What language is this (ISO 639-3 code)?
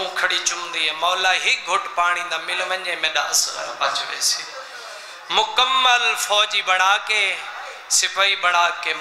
skr